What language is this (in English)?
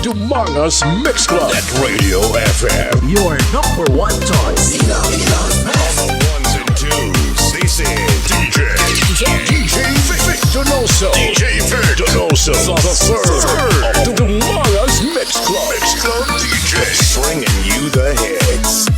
Hiligaynon